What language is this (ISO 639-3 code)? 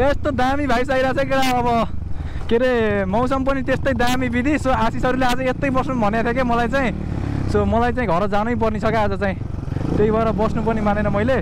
nep